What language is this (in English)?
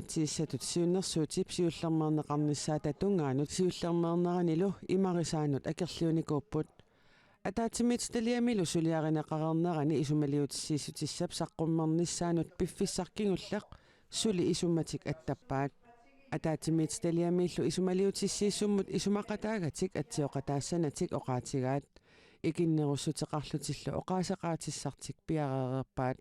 Kalaallisut